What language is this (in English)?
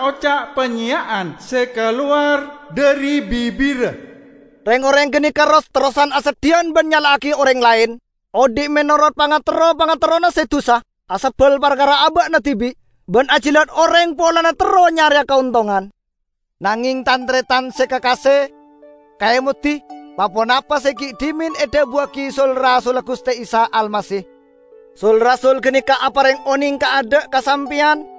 Madurese